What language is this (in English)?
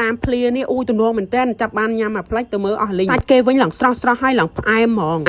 Khmer